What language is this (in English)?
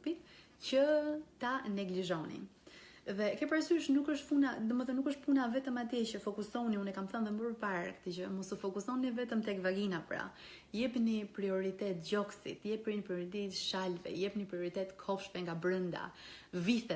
Albanian